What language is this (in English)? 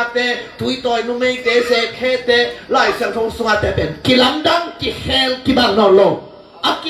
Tedim Chin